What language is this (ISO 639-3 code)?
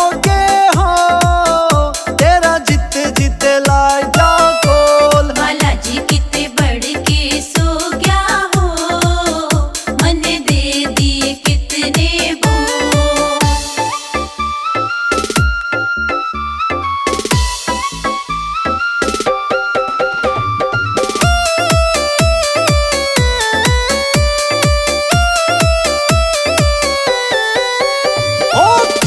hin